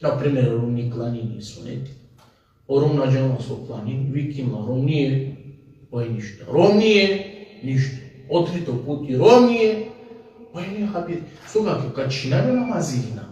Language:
Balkan Romani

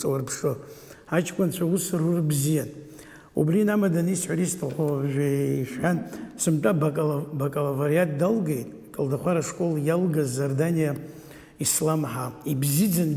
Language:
Abkhazian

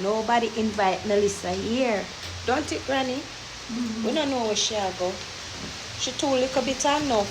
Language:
Jamaican Creole English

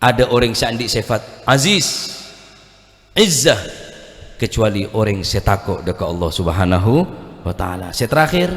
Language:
Madurese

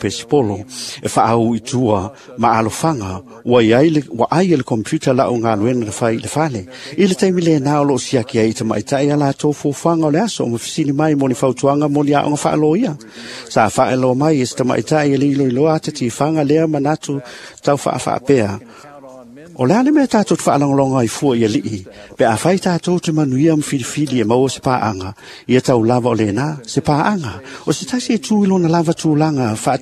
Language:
Samoan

